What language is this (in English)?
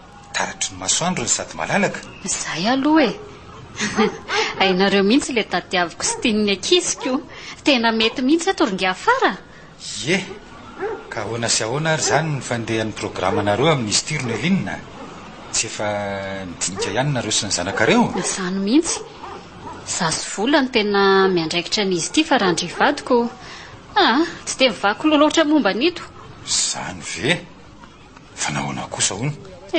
Malagasy